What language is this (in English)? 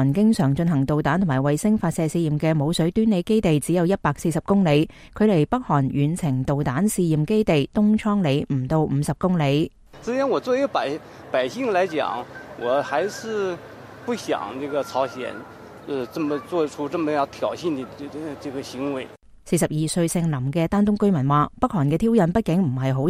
Cantonese